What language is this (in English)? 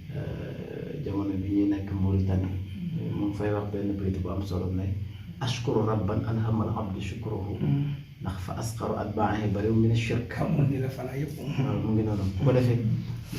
Wolof